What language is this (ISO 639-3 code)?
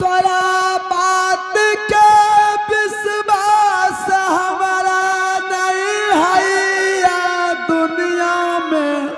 anp